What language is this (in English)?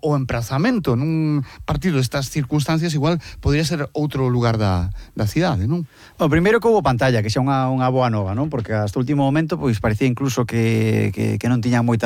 Galician